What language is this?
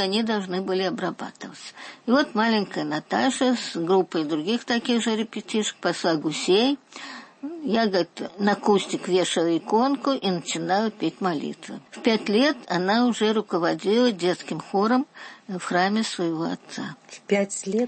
Russian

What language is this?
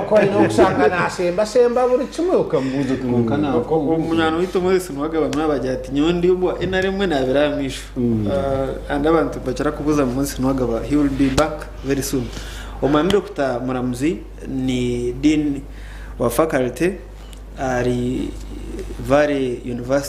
Nyankole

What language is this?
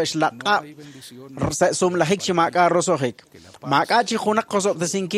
Kekchí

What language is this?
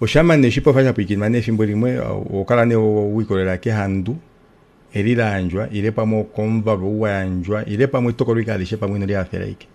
Kuanyama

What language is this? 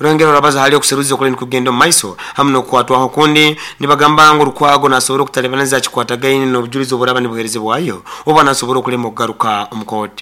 Nyoro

